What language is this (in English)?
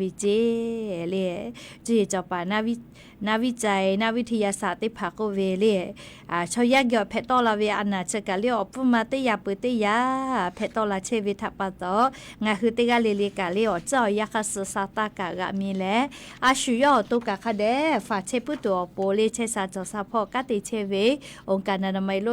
Lahu